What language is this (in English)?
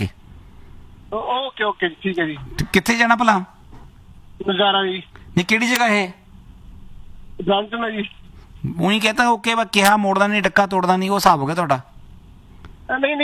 Punjabi